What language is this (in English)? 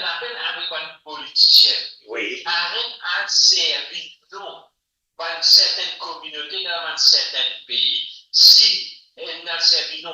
Morisyen